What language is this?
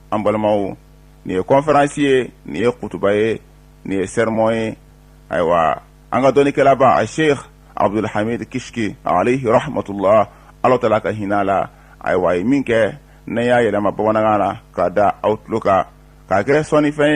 Bambara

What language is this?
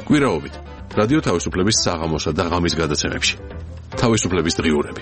Georgian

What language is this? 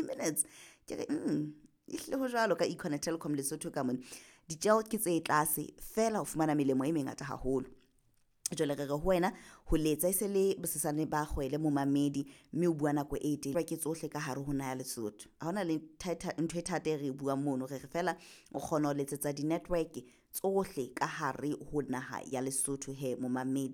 Southern Sotho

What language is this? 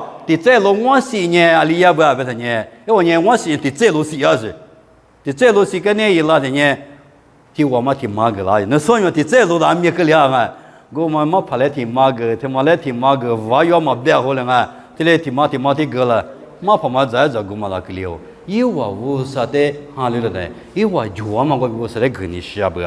Lisu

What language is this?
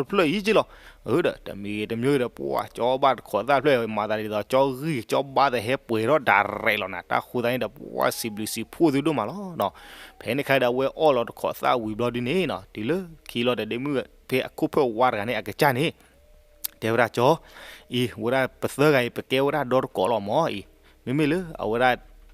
S'gaw Karen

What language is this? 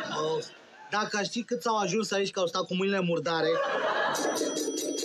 Romanian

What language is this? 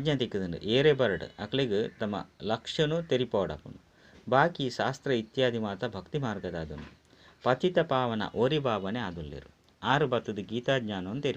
Tulu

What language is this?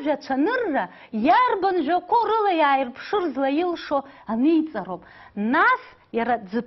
Abkhazian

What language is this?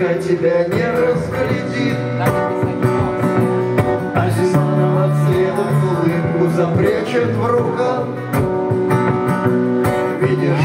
Russian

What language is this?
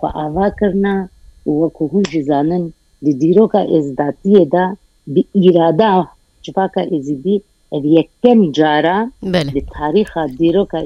Kurdish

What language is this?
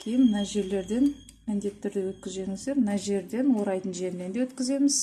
Kazakh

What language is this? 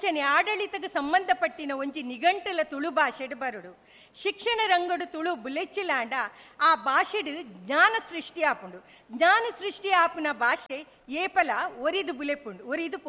Tulu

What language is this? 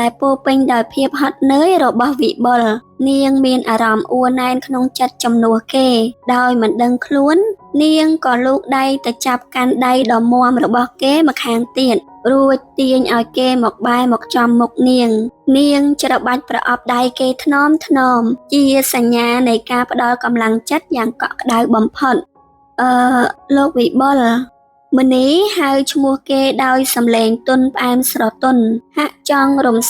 Khmer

